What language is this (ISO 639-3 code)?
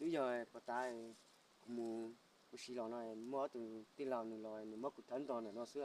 hmn